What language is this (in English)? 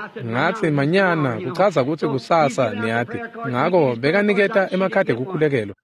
Swati